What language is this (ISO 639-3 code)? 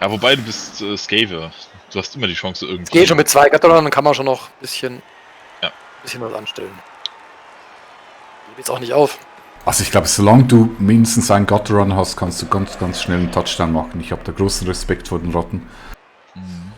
gsw